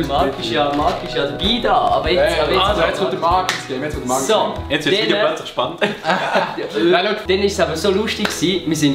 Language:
Swiss German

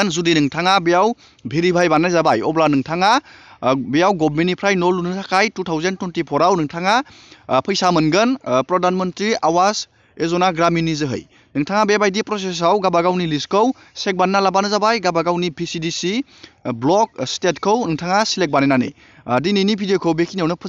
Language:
Bodo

